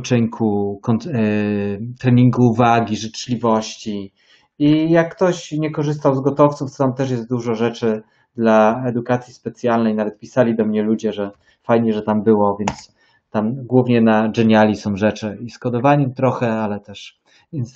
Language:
Polish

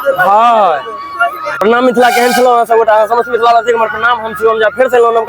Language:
Maithili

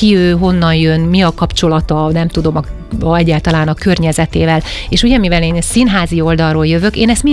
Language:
Hungarian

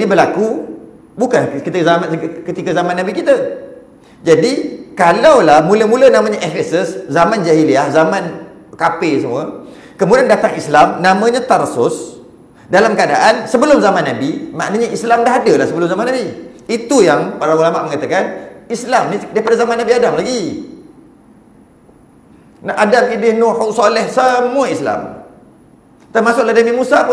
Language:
Malay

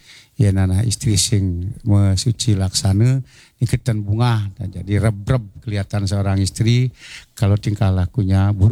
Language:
Balinese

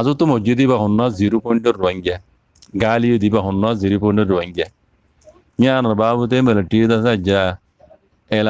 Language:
Rohingya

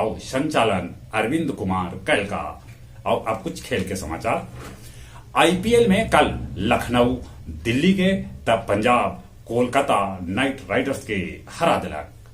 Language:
Magahi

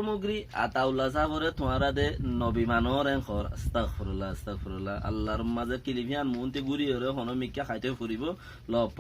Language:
Rohingya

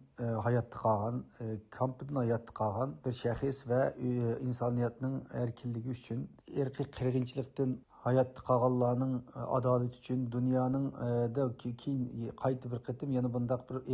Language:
Uyghur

